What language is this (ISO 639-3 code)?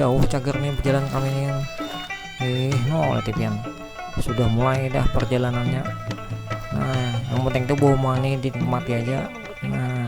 bjn